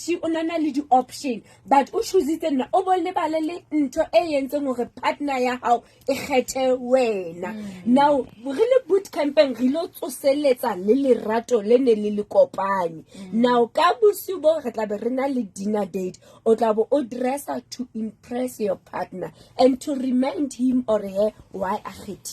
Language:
Southern Sotho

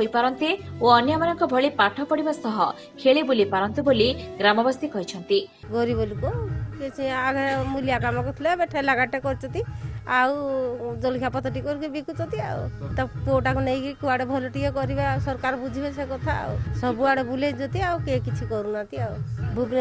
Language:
Odia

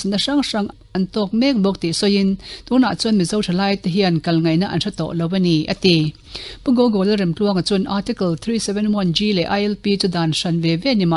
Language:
Mizo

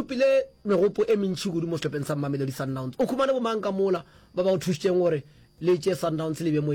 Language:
Northern Sotho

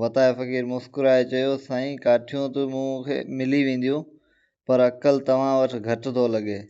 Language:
Sindhi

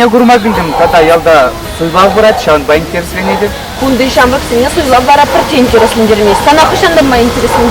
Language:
Chuvash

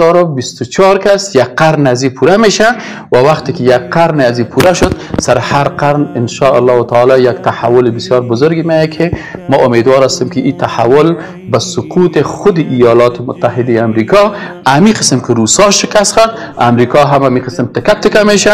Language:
Persian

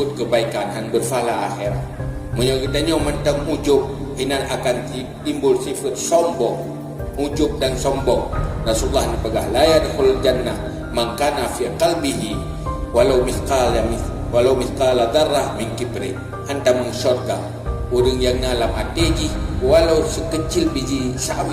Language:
Achinese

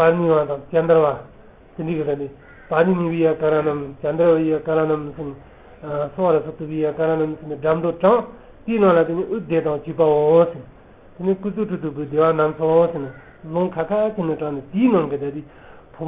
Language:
Tibetan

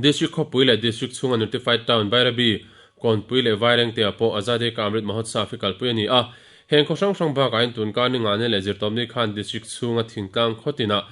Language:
Mizo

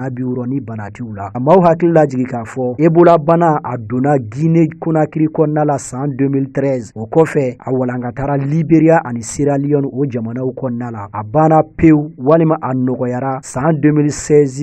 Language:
Bambara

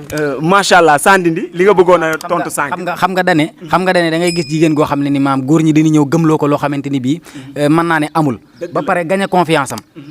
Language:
Wolof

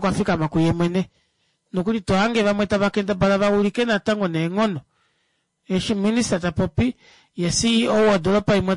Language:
Kuanyama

